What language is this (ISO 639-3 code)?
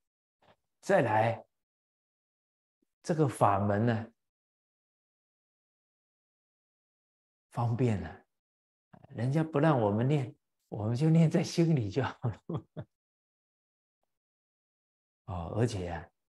zho